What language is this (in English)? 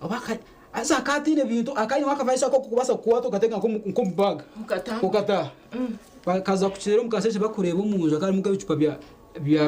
Nyankole